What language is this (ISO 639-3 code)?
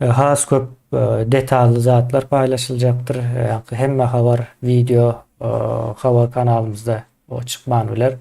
tuk